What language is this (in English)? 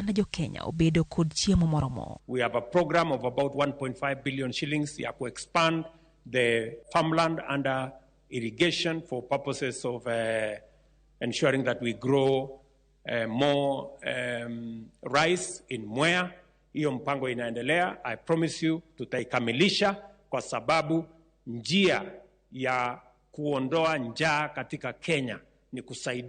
Luo (Kenya and Tanzania)